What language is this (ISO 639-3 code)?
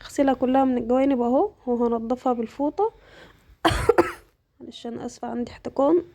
arz